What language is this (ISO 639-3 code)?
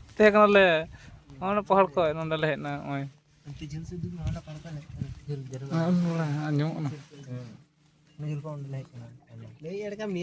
sat